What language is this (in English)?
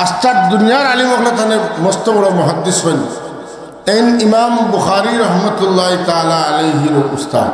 Sylheti